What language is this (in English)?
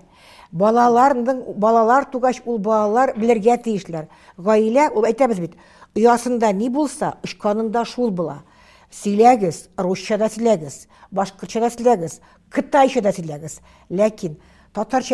Tatar